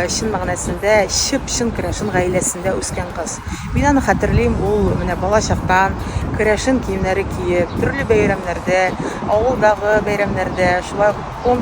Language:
Tatar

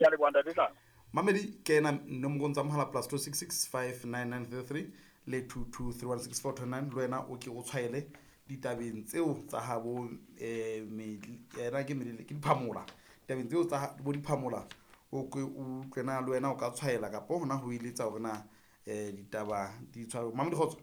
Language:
Southern Sotho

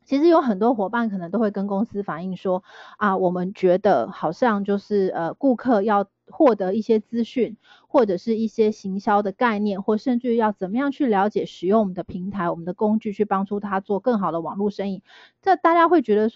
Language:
Chinese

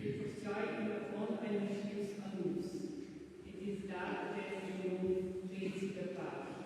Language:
Romansh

